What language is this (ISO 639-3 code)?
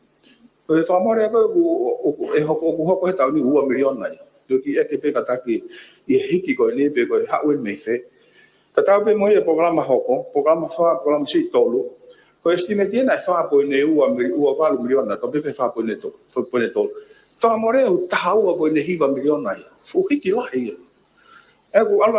ton